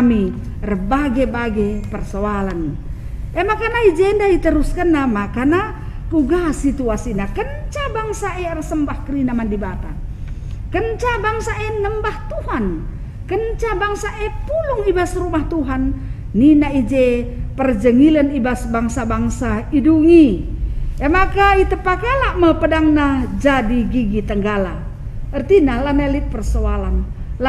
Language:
Batak Karo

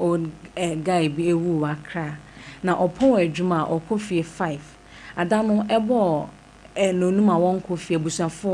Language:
Akan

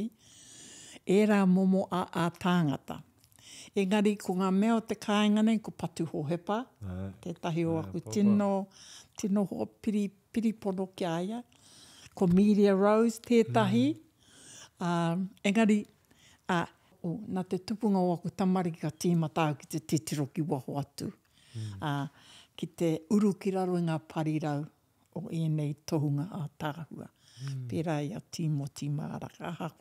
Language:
Māori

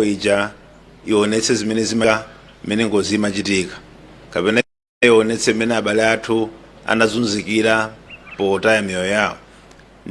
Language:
Nyanja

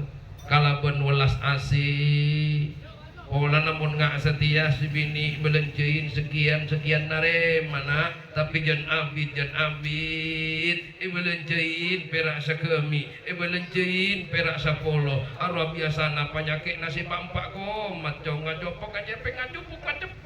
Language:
Madurese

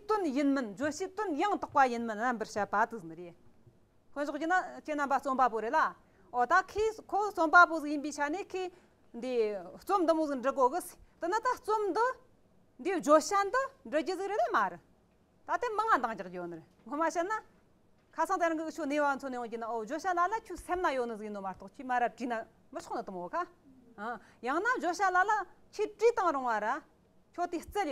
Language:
Tibetan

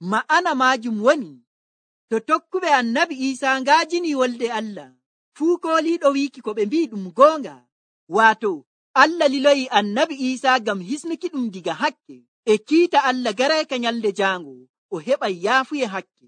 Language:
Nigerian Fulfulde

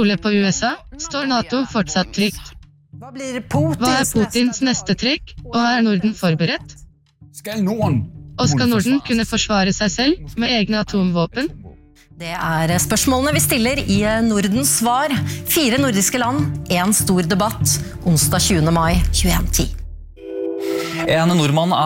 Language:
Norwegian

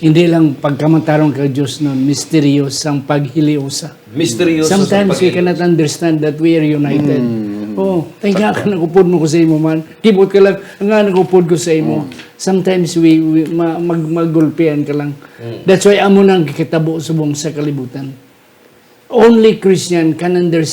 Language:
Hiligaynon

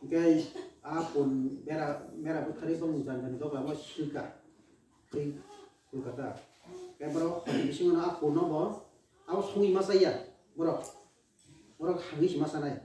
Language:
Kok Borok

